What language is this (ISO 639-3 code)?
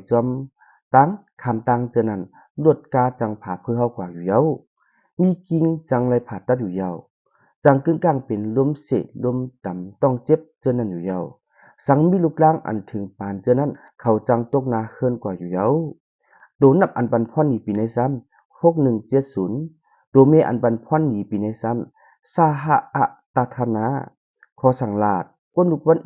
shn